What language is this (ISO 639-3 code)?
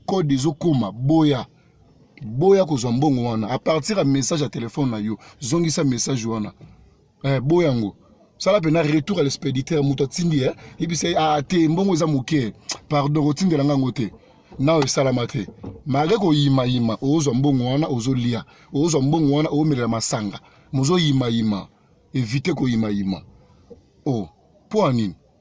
lin